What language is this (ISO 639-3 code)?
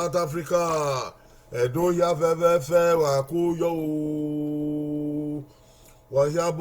bin